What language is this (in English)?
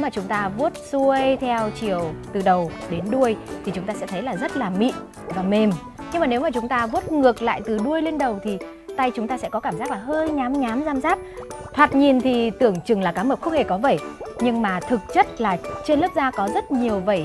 Vietnamese